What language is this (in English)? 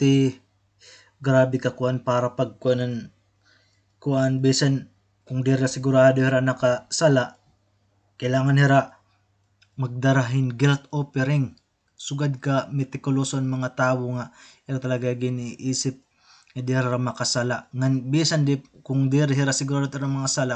Waray